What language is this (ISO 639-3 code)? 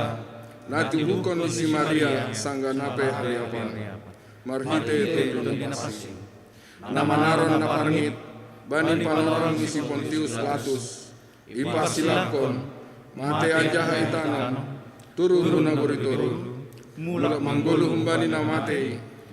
bts